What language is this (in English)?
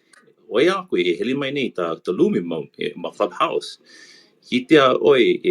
Hawaiian